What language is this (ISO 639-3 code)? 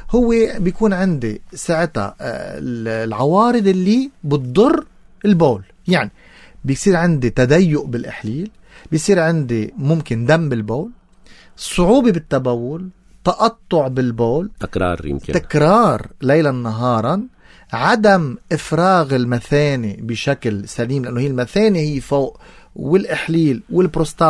apc